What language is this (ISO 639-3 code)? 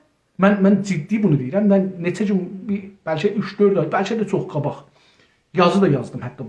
azb